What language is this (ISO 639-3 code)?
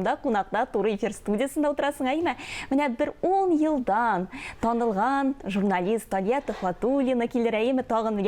tat